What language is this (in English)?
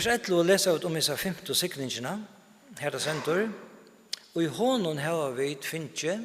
Faroese